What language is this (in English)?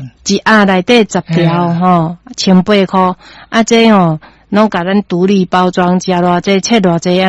Min Nan Chinese